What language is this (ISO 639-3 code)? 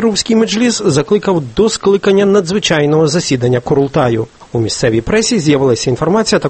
ukr